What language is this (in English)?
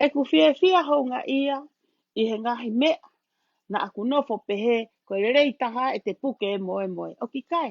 Tongan